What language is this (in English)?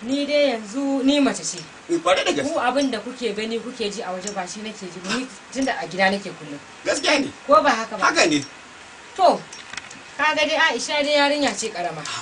Hausa